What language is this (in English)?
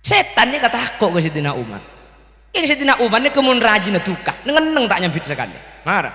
Madurese